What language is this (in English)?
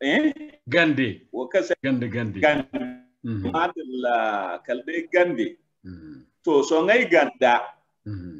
Zarma